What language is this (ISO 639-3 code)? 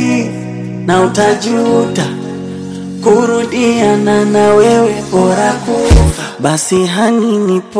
swa